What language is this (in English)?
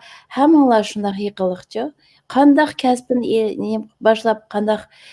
Uyghur